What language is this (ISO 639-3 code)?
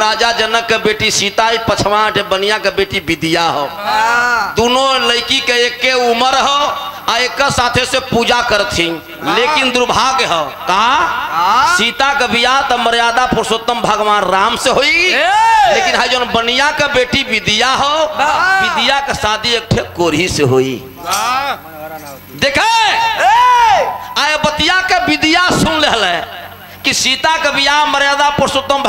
bho